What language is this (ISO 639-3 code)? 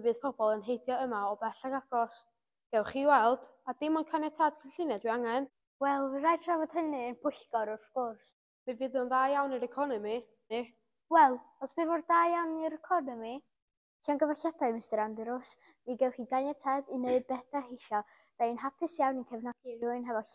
cym